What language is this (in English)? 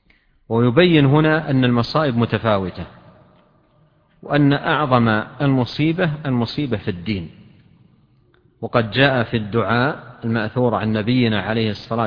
Arabic